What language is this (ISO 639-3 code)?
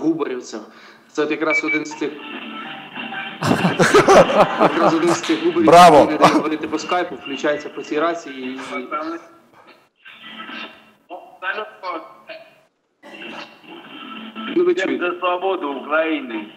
ukr